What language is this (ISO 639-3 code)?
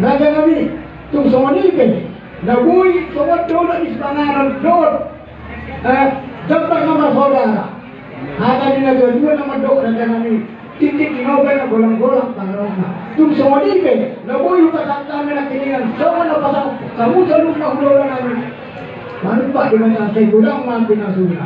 bbc